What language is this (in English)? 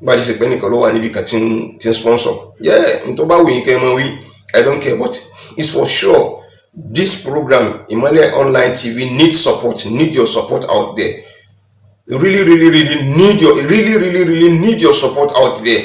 Yoruba